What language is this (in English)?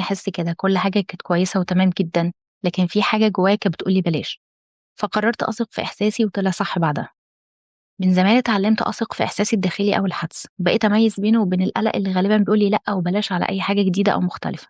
Egyptian Arabic